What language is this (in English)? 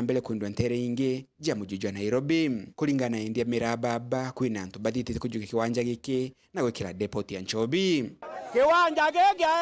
Meru